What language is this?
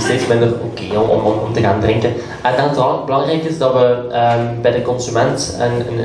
Dutch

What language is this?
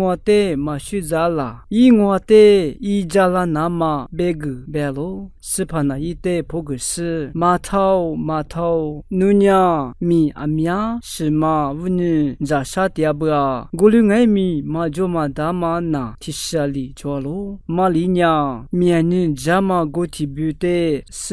Lisu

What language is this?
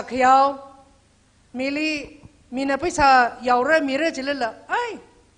Tangkhul Naga (India)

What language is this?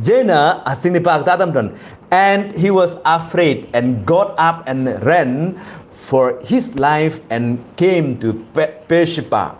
Tangkhul Naga (India)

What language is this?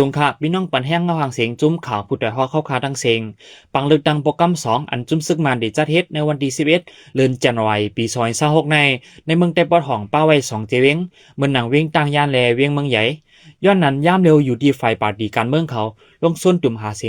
Shan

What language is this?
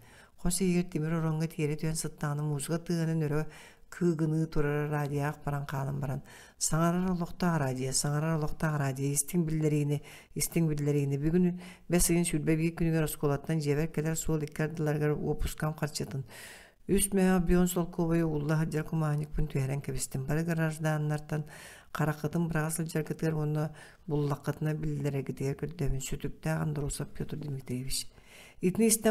Yakut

